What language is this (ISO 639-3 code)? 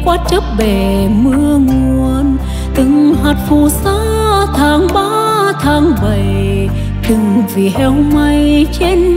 vie